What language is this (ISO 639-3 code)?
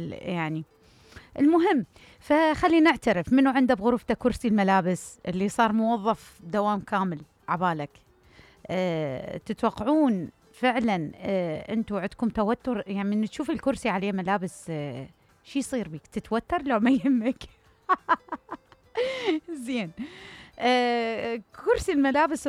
acm